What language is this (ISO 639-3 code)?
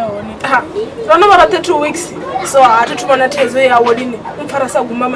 ven